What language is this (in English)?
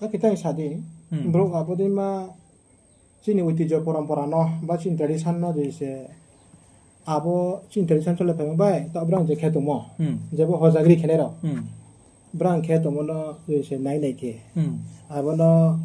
Riang (India)